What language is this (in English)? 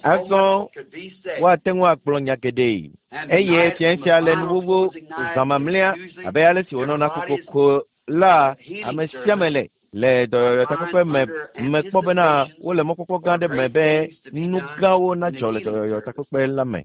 Ewe